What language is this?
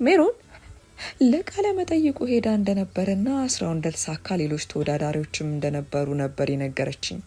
Amharic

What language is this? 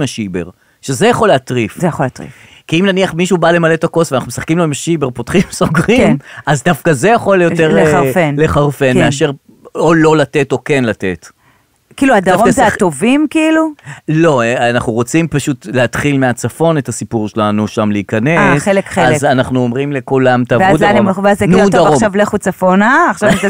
Hebrew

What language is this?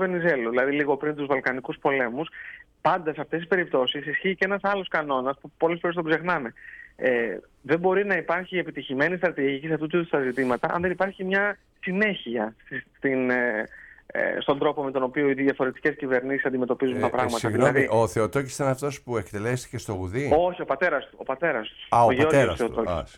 Greek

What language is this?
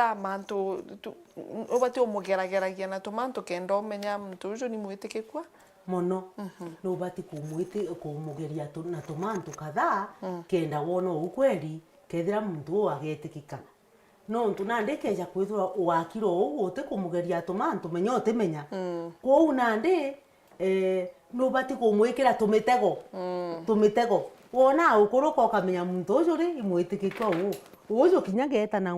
Meru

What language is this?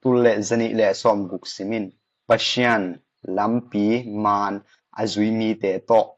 Tedim Chin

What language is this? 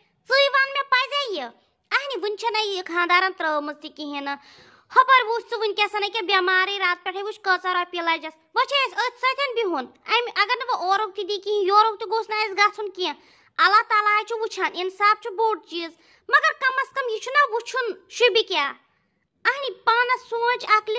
Kashmiri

